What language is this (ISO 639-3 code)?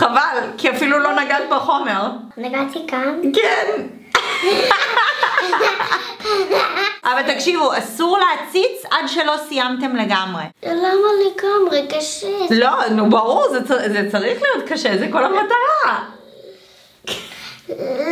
heb